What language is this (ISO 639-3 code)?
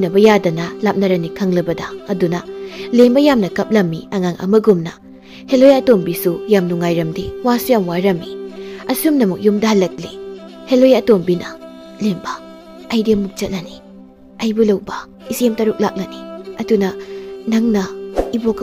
mni